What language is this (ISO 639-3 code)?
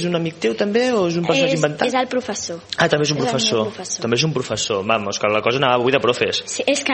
cat